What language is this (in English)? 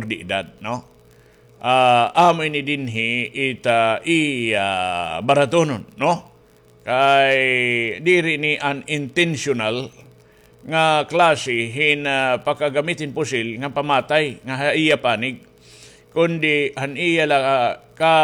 Waray